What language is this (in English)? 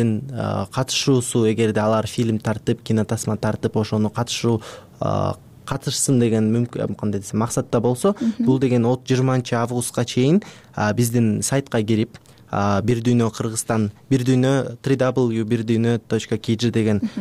Kyrgyz